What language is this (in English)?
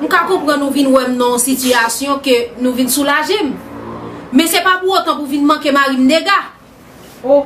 Haitian Creole